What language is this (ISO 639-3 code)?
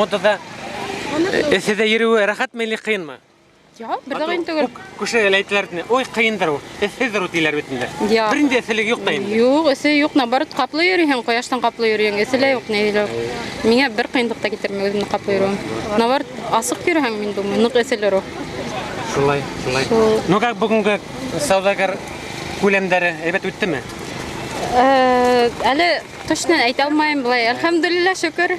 bak